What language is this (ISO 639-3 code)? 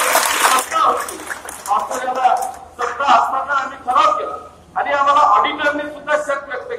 mar